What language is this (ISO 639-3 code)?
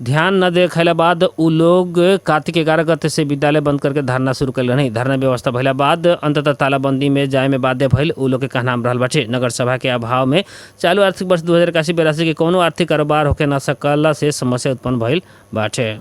bho